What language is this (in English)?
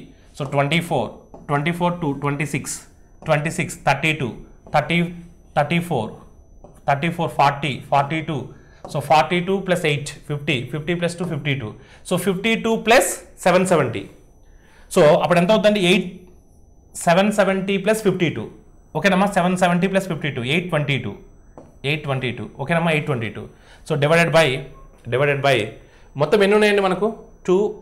Telugu